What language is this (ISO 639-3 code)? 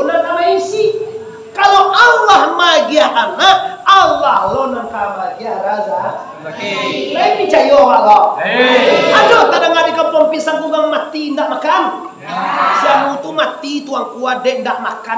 min